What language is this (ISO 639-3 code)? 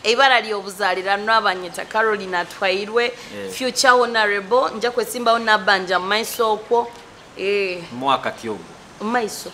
nyo